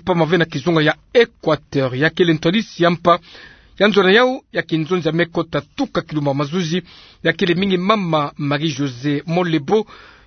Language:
Kituba (Democratic Republic of Congo)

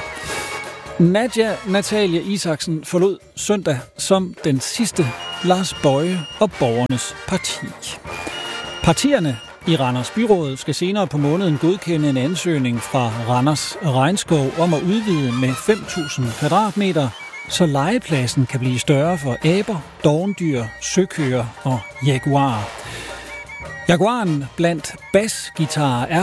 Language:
Danish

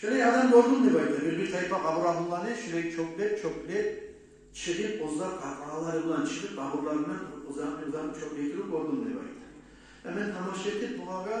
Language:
Kumyk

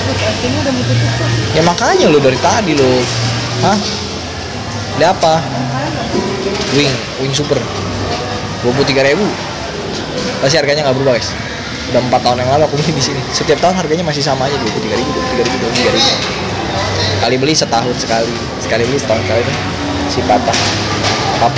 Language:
Indonesian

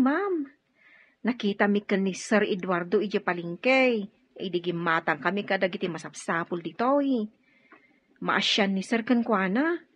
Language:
Iloko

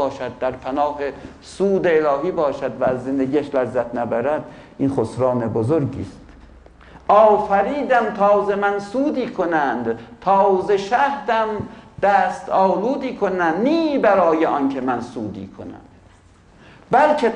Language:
Persian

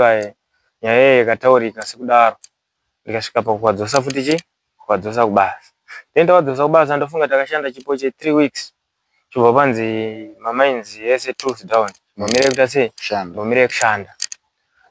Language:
Shona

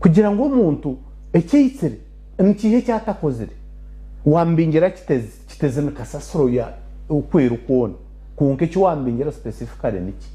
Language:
Nyankole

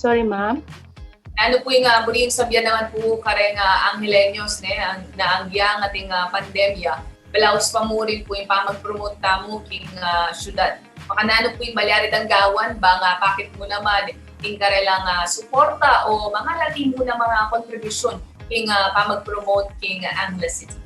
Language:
Pampanga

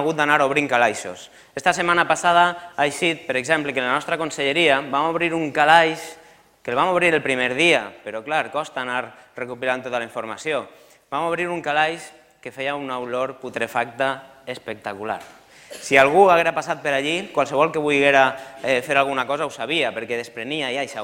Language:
Catalan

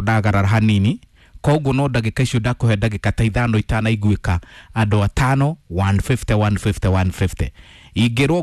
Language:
Kikuyu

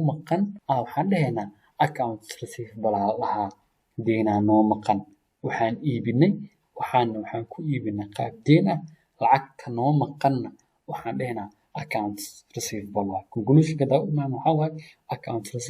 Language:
Somali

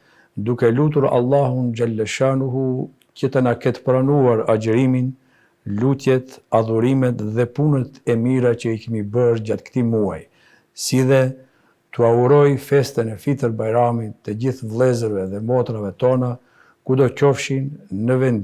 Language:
Albanian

